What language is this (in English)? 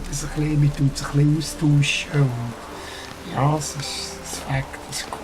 Swiss German